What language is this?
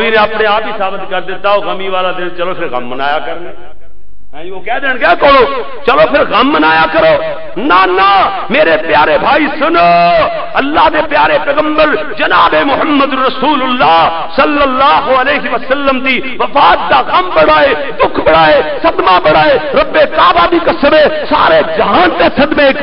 Western Panjabi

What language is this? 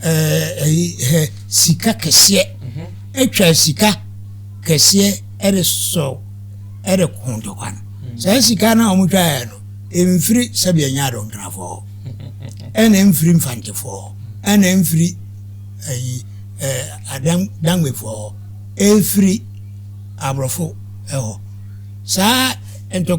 Akan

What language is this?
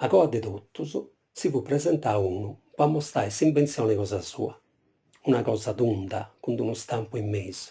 Sardinian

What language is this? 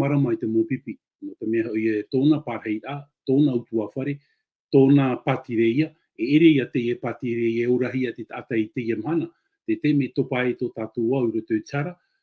Tahitian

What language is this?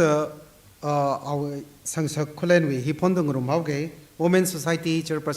Tangkhul Naga (India)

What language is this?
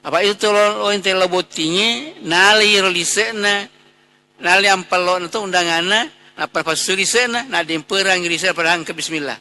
Buginese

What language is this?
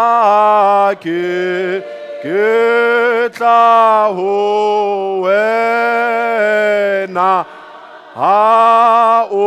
Southern Sotho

